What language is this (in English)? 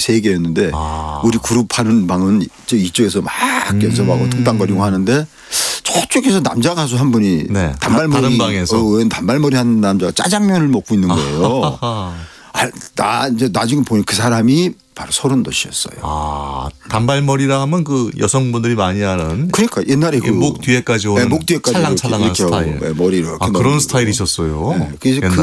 Korean